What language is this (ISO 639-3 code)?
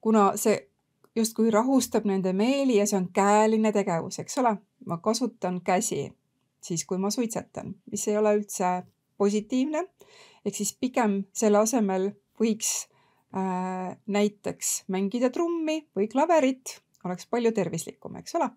est